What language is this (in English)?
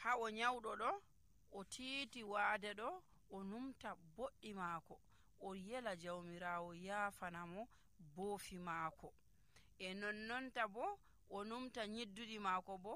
Nigerian Fulfulde